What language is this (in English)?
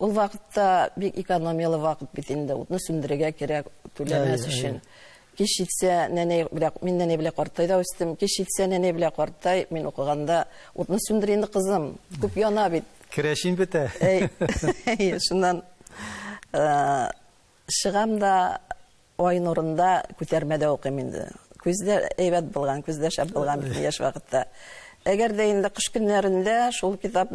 Tatar